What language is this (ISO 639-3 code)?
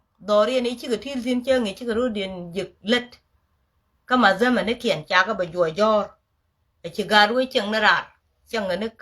nus